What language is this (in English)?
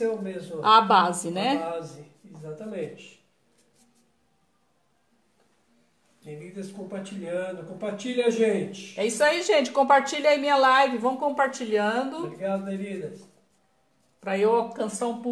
Portuguese